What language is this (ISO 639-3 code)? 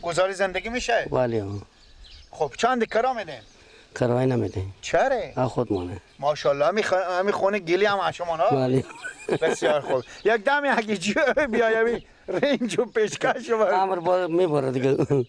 fas